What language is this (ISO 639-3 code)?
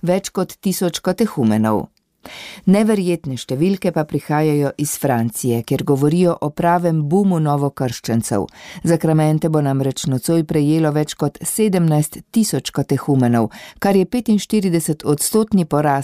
slv